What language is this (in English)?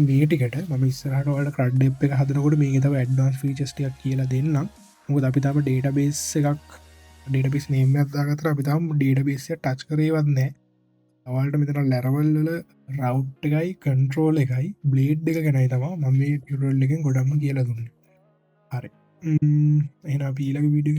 Sinhala